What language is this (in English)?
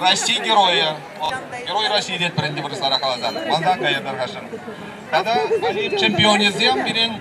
Chuvash